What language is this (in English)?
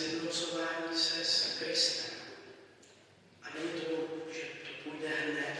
Czech